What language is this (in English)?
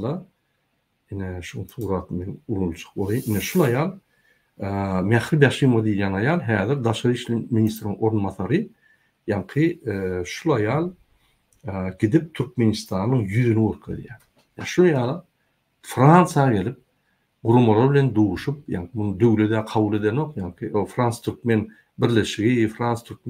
Turkmen